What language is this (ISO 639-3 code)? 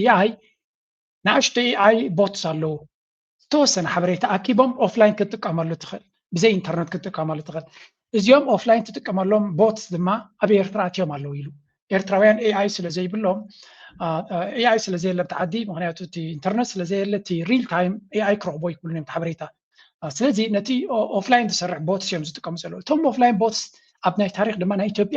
tir